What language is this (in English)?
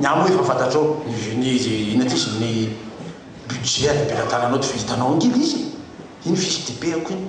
Malagasy